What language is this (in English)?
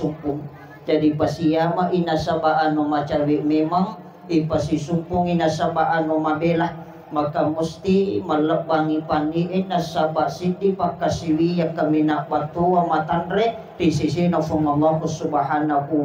Buginese